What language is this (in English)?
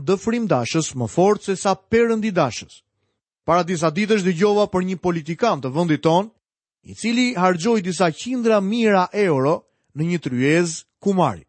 Albanian